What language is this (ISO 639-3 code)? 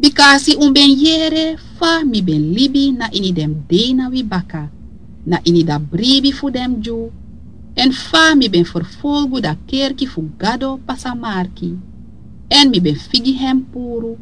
srn